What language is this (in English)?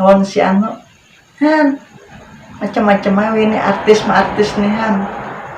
Banjar